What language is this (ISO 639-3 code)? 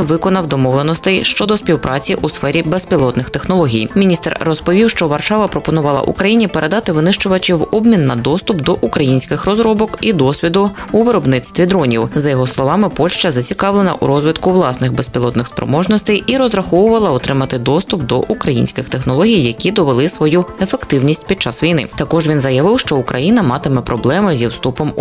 ukr